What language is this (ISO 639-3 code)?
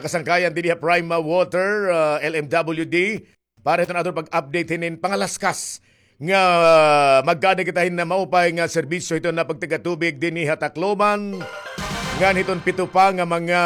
war